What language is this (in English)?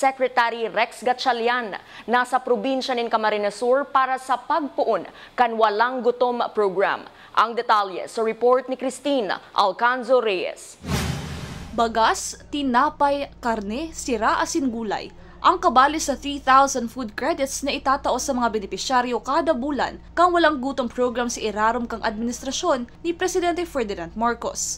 Bikol